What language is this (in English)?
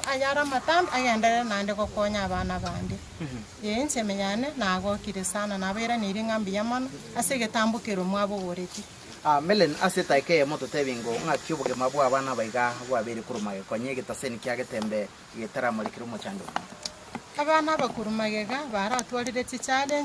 Gusii